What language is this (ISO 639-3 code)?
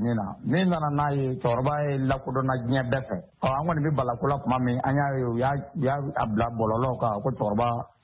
bam